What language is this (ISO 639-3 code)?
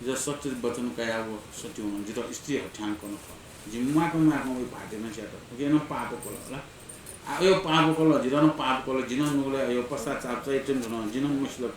new